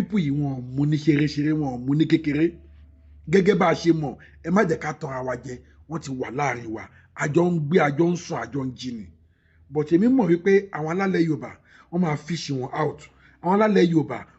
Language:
Yoruba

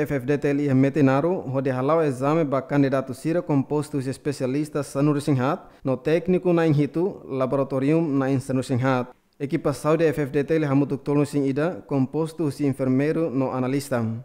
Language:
Tetum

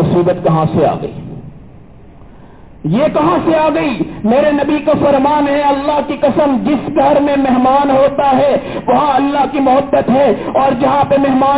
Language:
Urdu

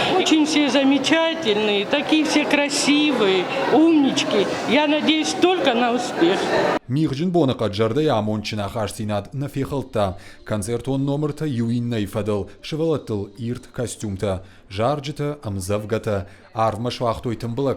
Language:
Ossetic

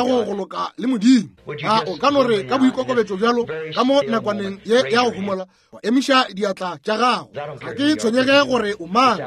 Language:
Northern Sotho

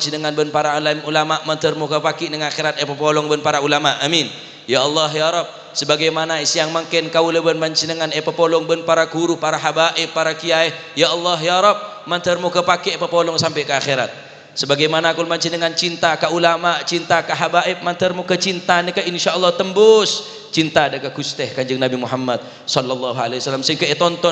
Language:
Madurese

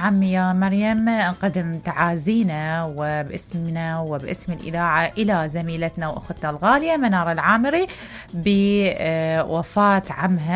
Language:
Mesopotamian Arabic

